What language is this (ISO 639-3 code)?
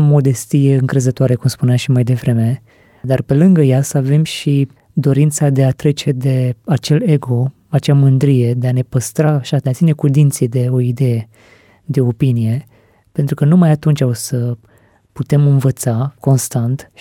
ron